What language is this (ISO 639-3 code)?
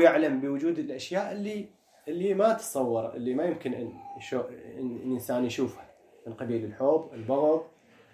acm